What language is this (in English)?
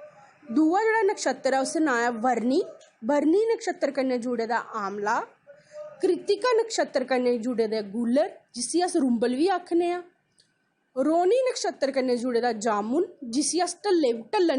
Dogri